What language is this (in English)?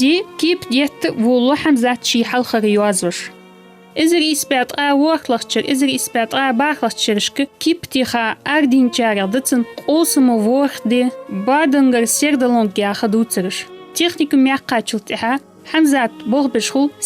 Ingush